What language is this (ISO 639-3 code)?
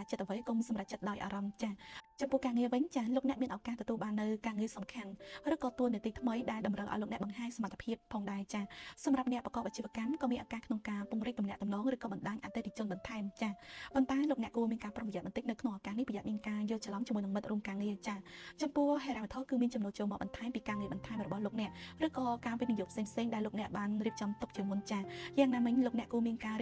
khm